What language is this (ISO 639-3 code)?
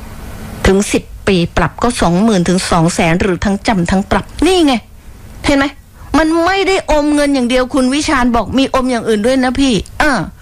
tha